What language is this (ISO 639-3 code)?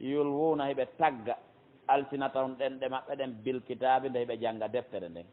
fuf